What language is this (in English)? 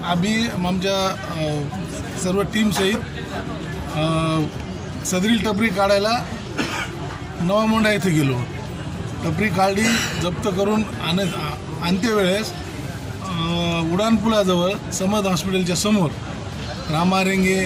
Marathi